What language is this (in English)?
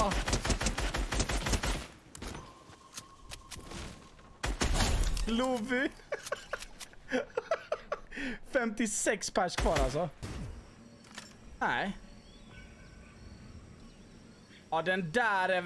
Swedish